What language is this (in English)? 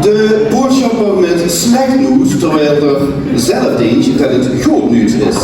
Limburgish